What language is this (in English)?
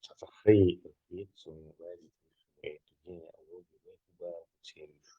Chechen